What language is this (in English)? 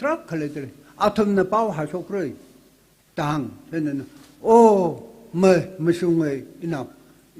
Tangkhul Naga (India)